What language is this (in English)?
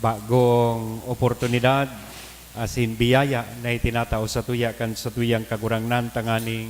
Bikol